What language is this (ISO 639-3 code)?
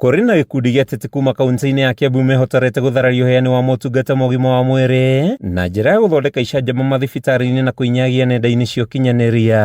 kik